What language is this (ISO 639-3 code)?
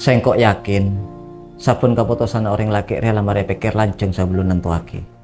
mad